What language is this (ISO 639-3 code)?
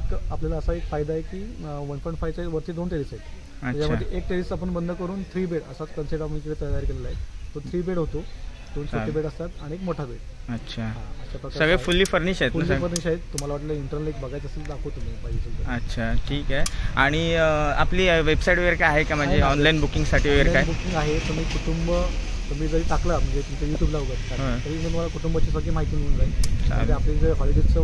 mar